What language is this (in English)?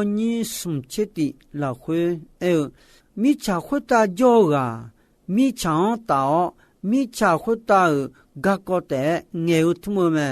Akha